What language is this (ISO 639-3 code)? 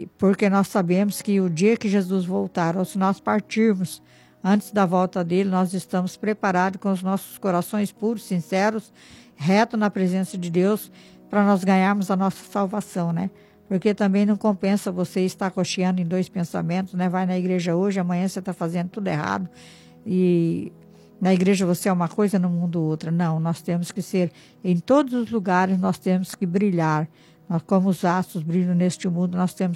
por